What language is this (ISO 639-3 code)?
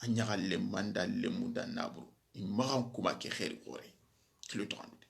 snk